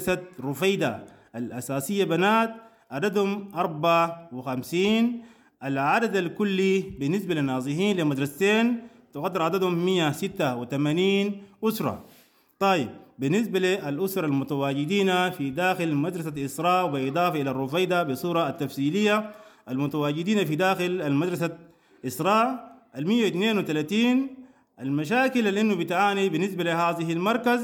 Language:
Sudanese Arabic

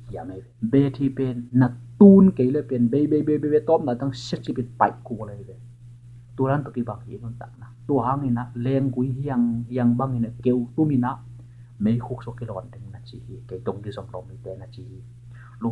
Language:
Tedim Chin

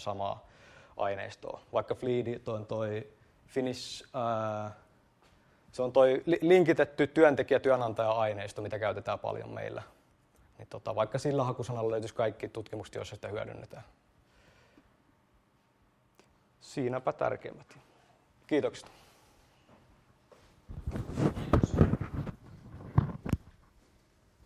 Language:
Finnish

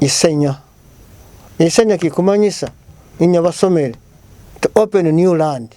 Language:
Nyoro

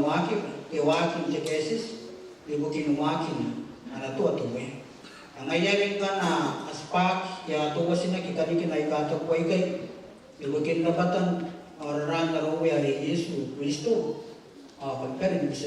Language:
Gilbertese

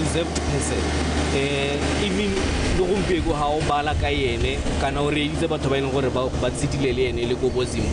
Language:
Tswana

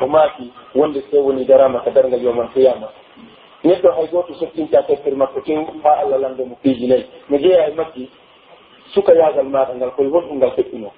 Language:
Pular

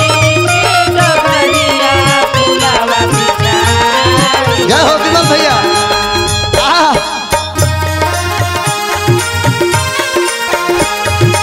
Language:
Bhojpuri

